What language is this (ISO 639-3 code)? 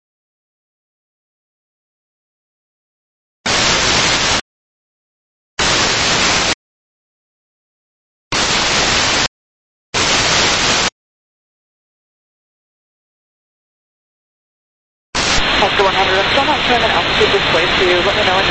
eng